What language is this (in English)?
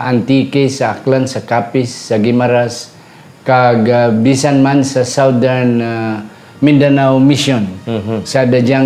Hiligaynon